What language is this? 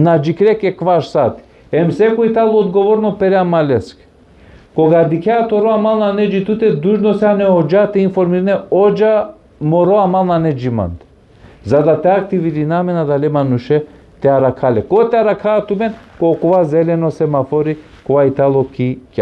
Balkan Romani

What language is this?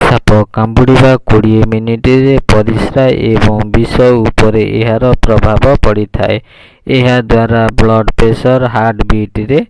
Odia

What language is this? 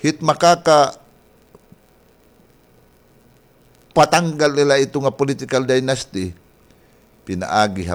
Waray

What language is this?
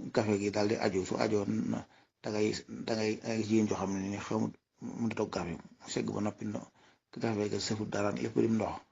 Wolof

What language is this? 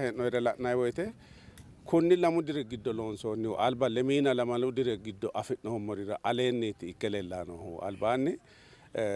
Sidamo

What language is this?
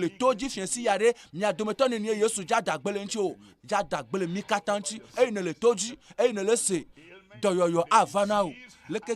Ewe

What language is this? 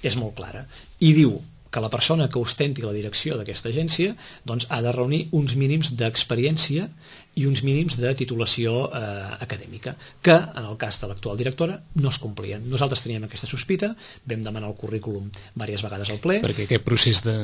Catalan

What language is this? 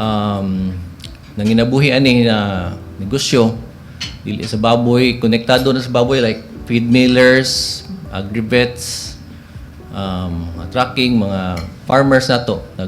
Cebuano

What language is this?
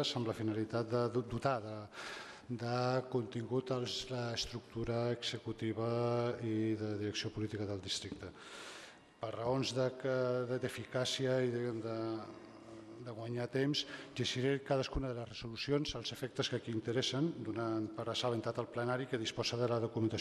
Catalan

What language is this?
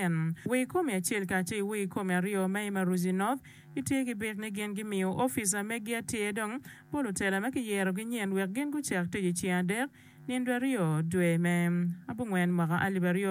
Acoli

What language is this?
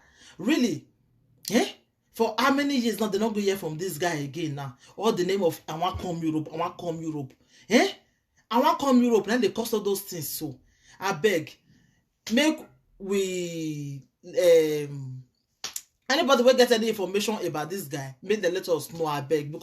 Nigerian Pidgin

